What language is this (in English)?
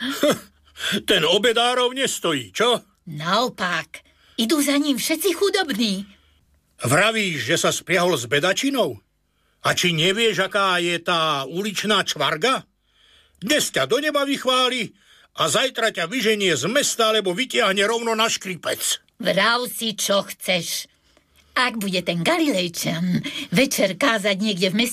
Slovak